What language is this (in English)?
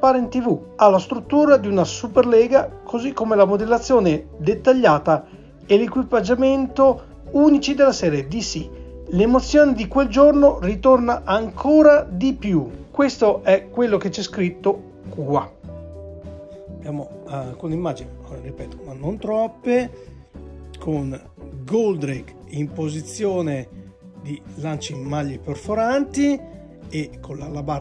Italian